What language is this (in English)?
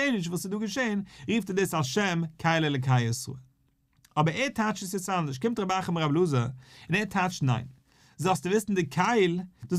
Yiddish